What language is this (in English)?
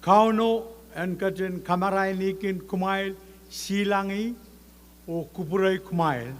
Pohnpeian